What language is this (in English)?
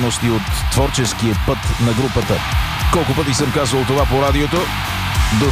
Bulgarian